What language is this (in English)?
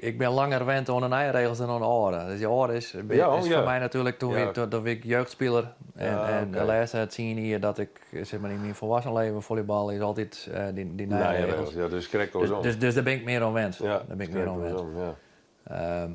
Western Frisian